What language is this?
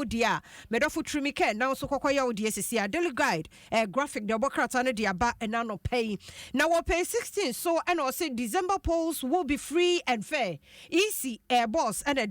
Akan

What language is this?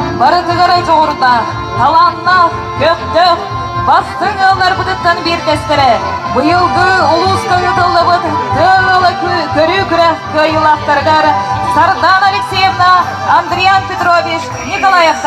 Yakut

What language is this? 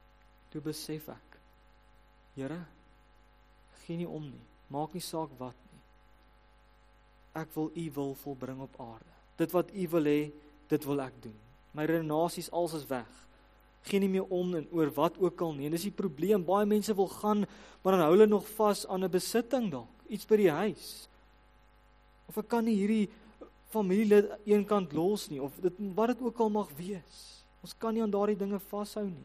Afrikaans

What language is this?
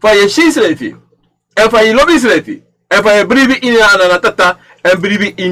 Sranan Tongo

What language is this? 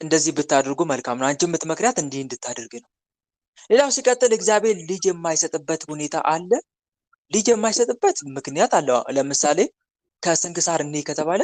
Amharic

